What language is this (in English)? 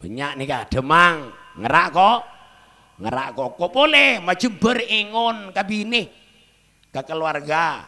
Madurese